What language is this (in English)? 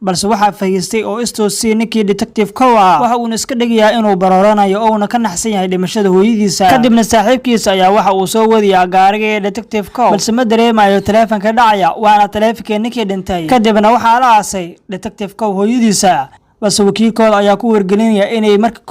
Somali